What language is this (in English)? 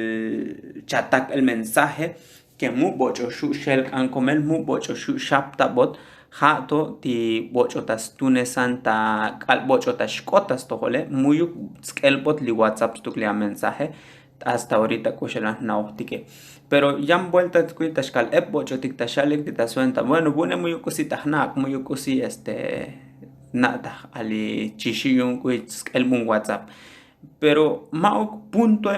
Tzotzil